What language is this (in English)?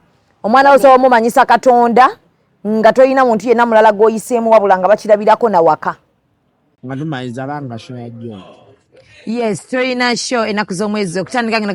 Ganda